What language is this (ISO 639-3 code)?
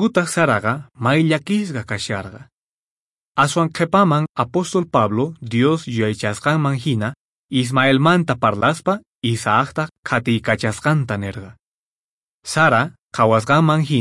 que